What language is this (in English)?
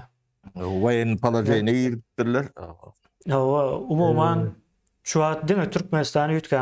Turkmen